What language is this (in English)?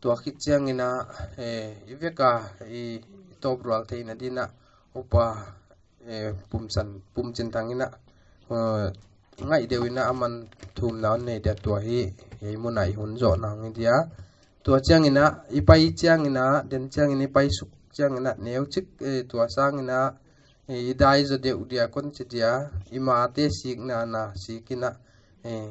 Paite Chin